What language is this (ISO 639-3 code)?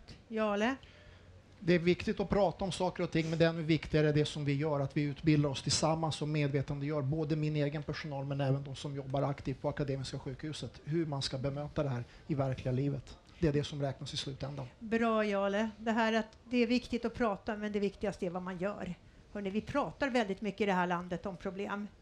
swe